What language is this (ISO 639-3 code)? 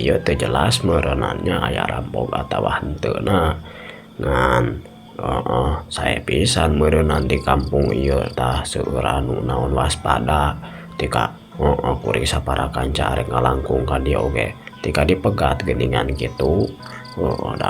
sun